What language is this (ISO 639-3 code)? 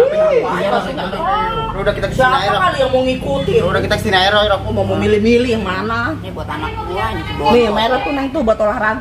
bew